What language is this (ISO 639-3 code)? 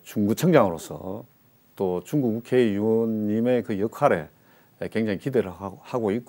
kor